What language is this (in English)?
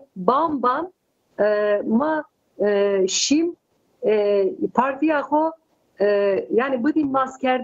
Zaza